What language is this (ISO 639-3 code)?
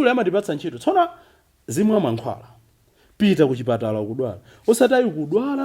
nya